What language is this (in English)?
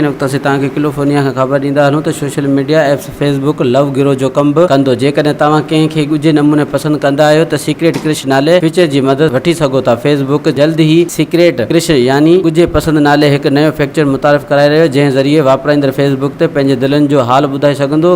Sindhi